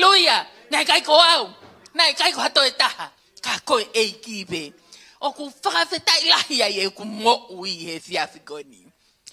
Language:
Tongan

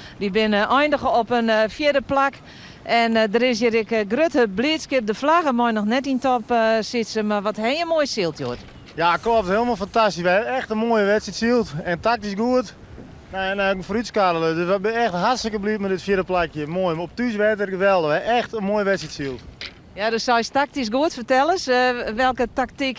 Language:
Western Frisian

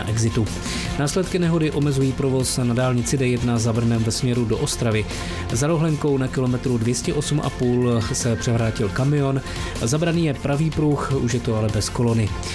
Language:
Czech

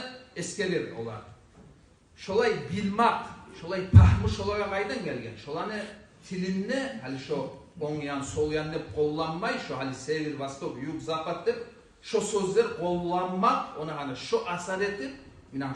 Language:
Kumyk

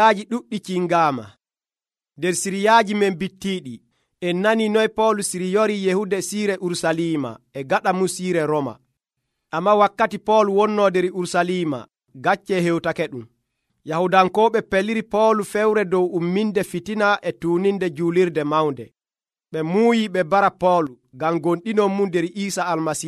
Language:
Nigerian Fulfulde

